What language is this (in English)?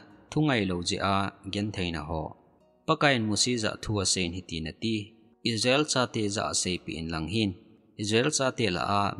Thado Chin